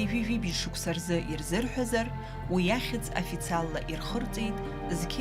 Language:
Abkhazian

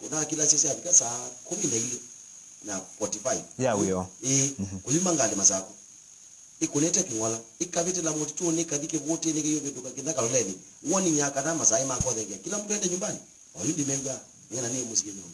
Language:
Kamba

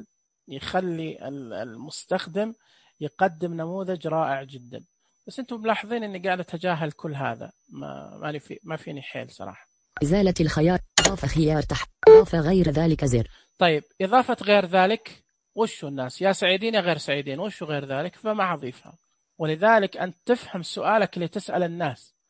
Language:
Najdi Arabic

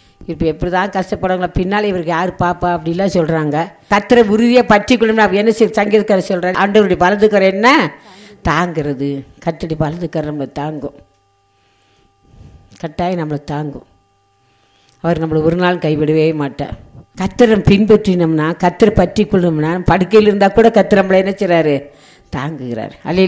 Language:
Tamil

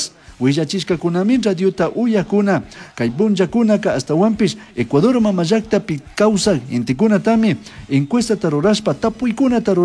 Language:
Chimborazo Highland Quichua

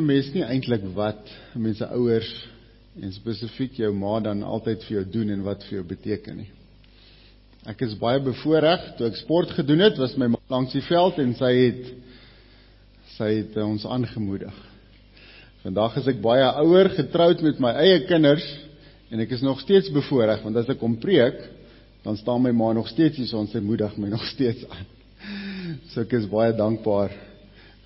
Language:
Afrikaans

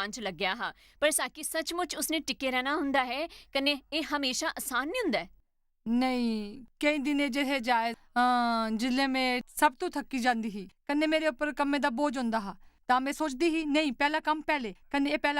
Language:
Dogri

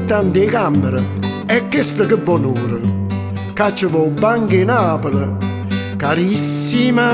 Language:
Neapolitan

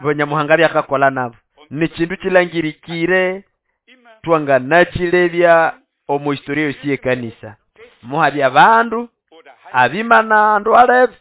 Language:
Nande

